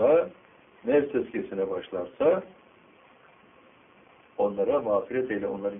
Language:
Turkish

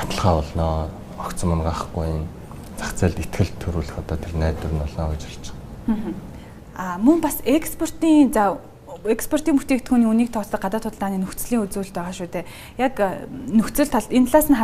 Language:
Mongolian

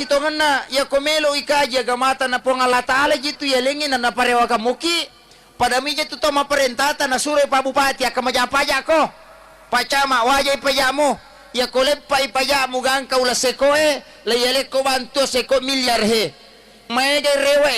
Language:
Buginese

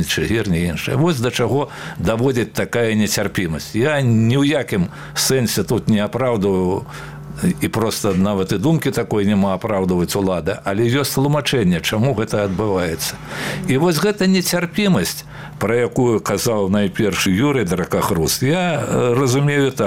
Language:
Belarusian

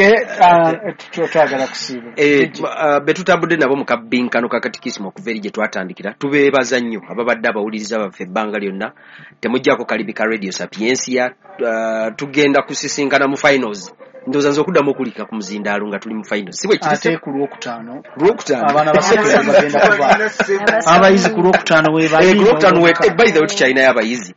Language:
Ganda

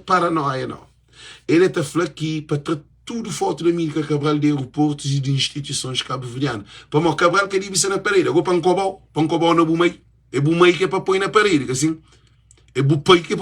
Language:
Kabuverdianu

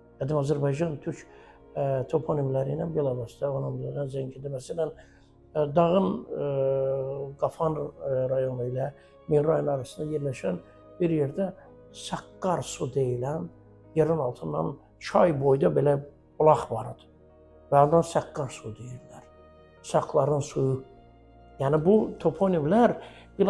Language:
Azerbaijani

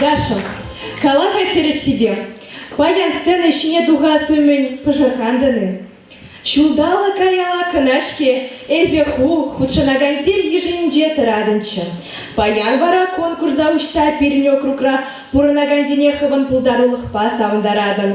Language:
Chuvash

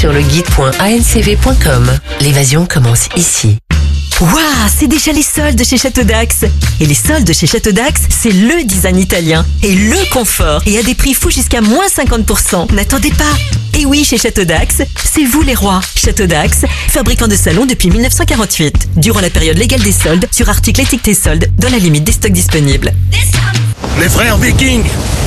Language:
French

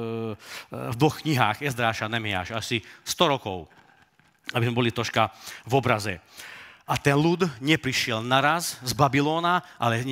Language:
Slovak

